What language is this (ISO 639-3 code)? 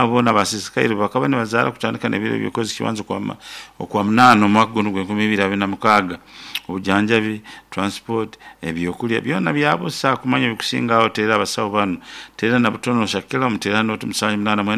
nyn